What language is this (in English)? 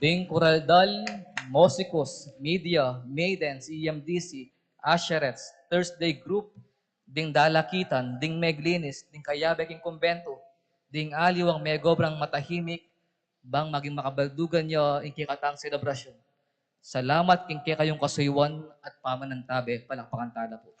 Pampanga